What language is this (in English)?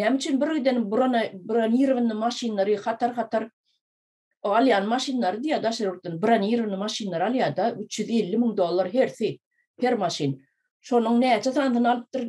Turkmen